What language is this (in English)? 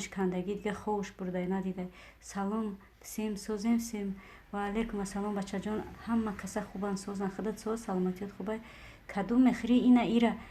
Tajik